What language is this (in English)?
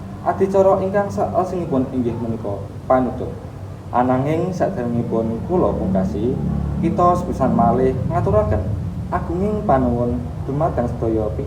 Javanese